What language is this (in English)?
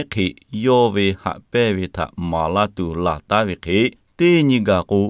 Lahu